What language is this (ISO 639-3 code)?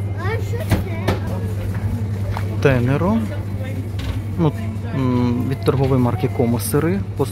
ukr